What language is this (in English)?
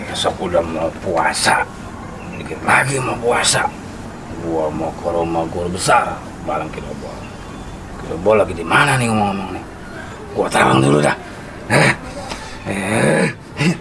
Betawi